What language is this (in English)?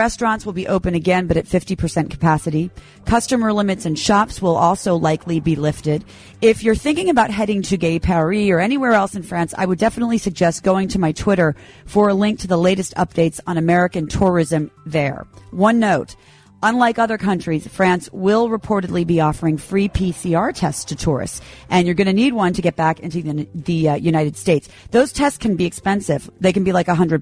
English